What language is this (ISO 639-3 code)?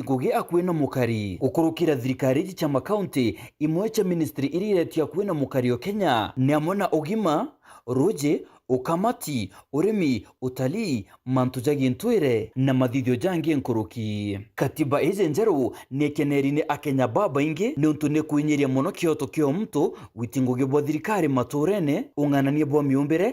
mer